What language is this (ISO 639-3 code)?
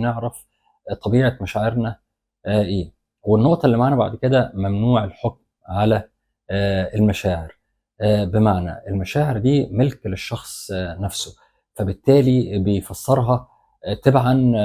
arz